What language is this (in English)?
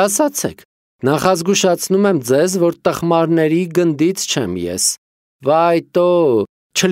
Armenian